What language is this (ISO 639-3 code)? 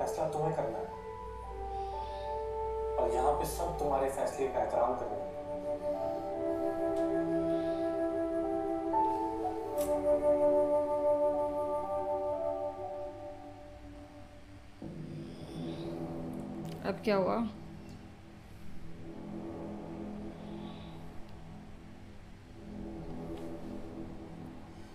hin